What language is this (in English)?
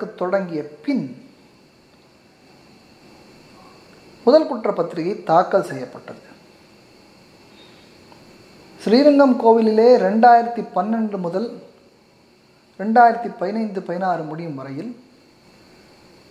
Tamil